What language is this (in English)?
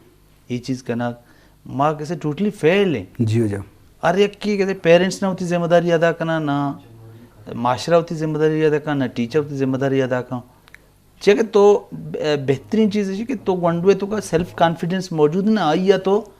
Eastern Balochi